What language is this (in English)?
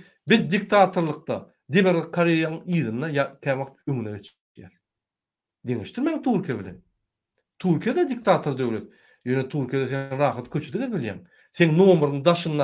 Turkmen